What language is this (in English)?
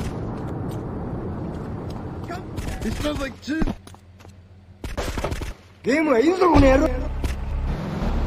English